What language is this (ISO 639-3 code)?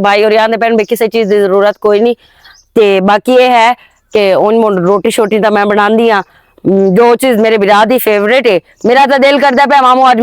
lah